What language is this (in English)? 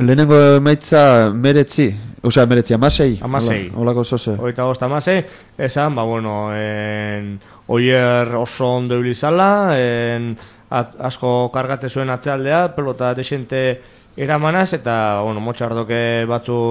Basque